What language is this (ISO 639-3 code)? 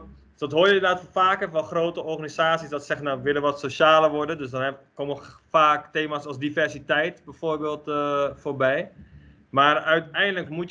nld